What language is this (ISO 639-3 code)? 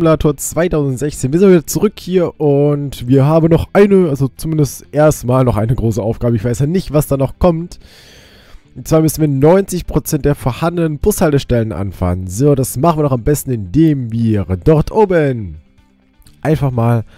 deu